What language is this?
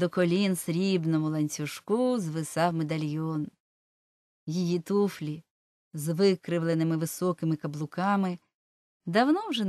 Ukrainian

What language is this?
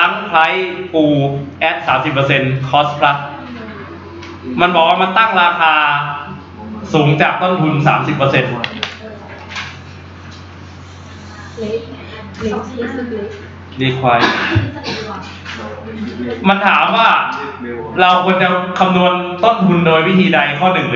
Thai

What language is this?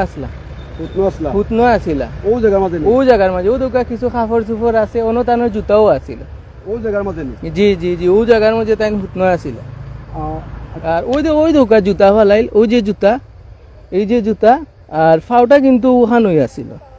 Sylheti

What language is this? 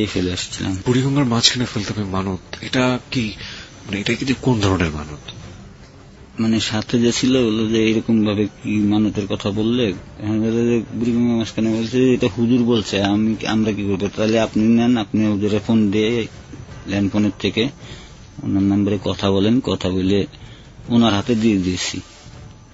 Bangla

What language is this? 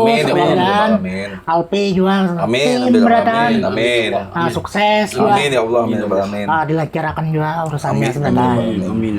Banjar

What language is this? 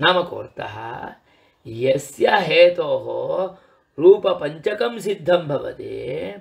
Sanskrit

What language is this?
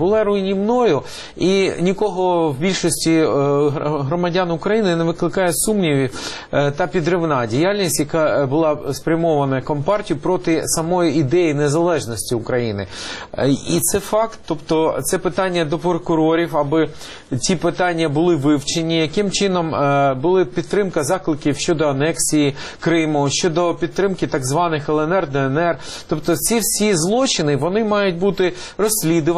Ukrainian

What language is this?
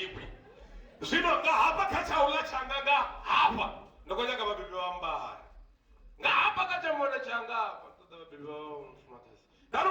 Venda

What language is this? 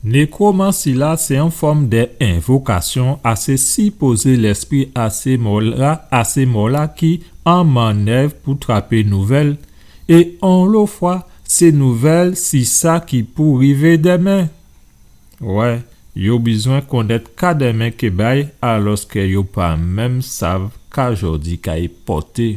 Guadeloupean Creole French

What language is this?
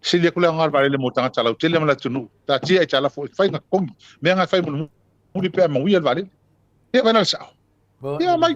Samoan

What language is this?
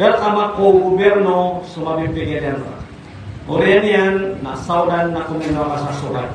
Maranao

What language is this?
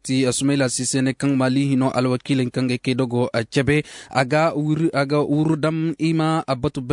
Zarma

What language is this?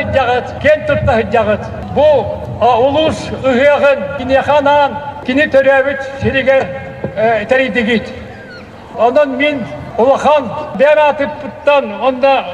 Yakut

